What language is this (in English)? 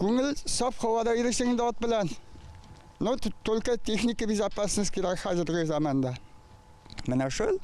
Tatar